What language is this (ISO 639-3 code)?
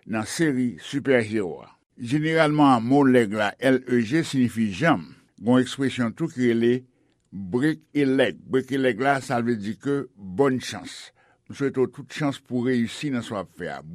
hat